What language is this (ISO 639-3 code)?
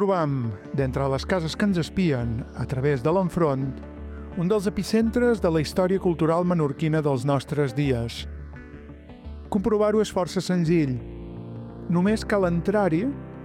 cat